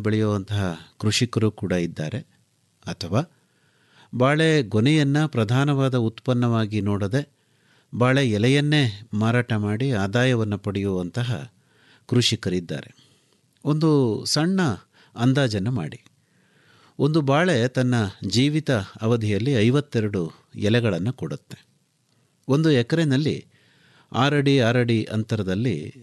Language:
Kannada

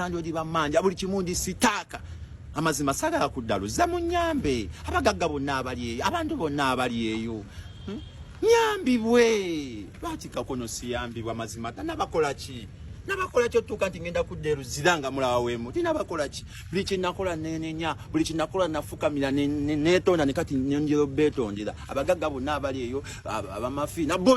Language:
Ganda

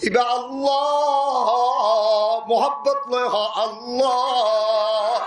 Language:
Rohingya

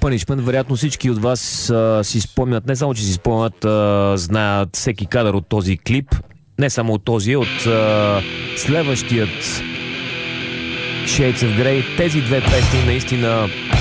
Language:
Bulgarian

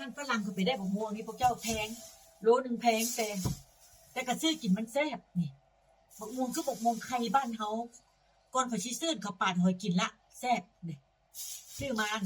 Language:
Northeastern Thai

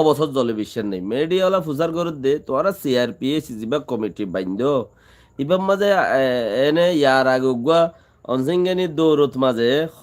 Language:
Rohingya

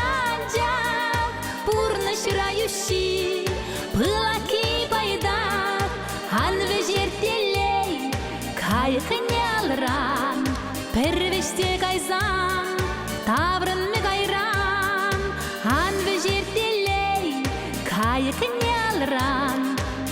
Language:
Chuvash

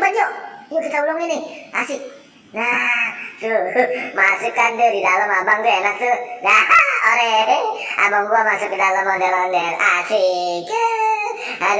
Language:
Betawi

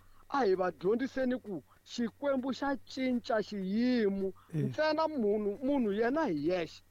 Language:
Tsonga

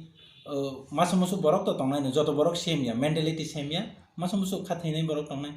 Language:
Kok Borok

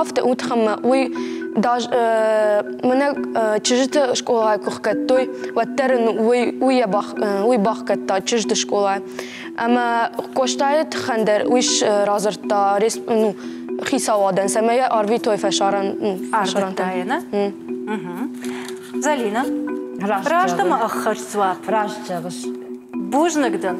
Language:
Ossetic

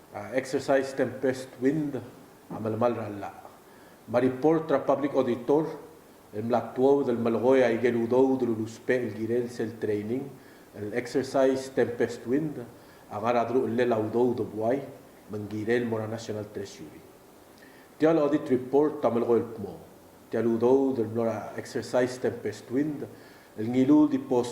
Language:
Palauan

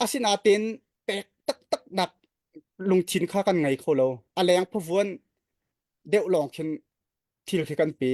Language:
Hakha Chin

